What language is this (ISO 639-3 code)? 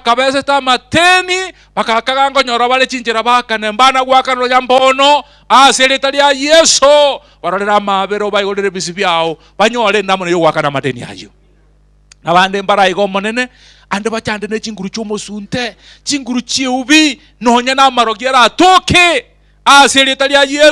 guz